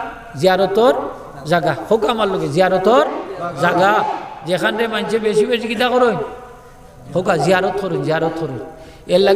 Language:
Sylheti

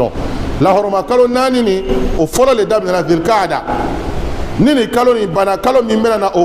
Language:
Bambara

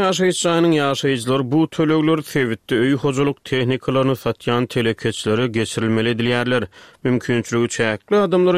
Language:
Turkmen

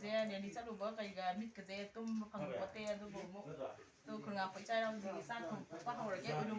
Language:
Manipuri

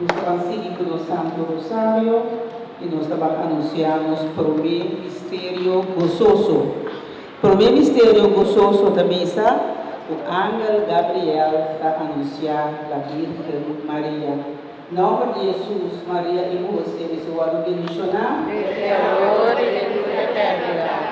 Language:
Papiamento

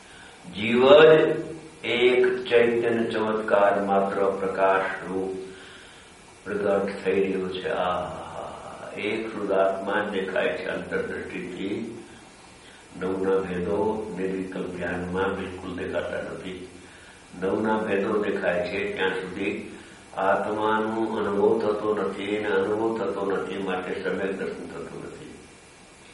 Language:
Gujarati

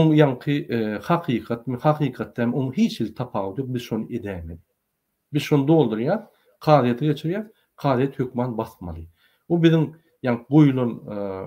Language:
Turkmen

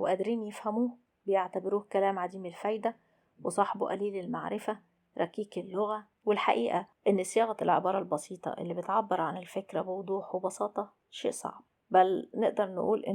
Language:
Egyptian Arabic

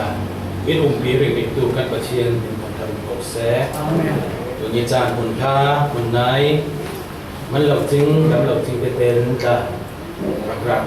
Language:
Falam Chin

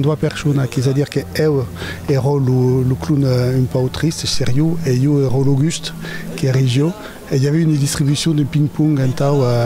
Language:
Occitan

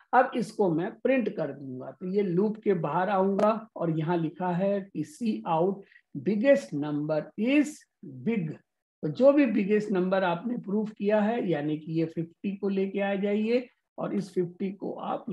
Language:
Hindi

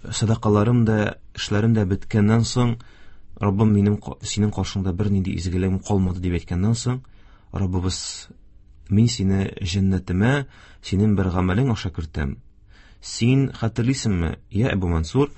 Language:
Tatar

